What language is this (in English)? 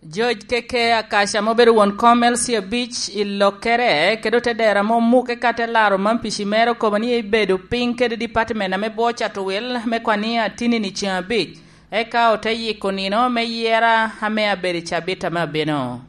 Lango (Uganda)